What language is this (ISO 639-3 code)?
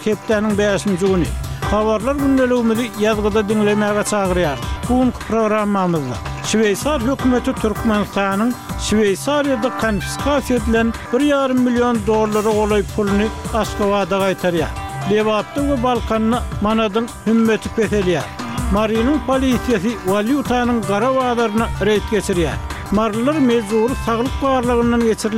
tuk